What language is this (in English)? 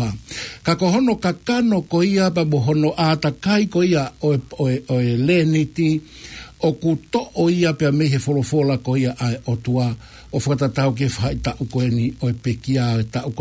Tongan